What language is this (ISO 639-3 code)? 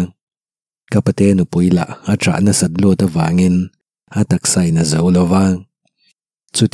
lus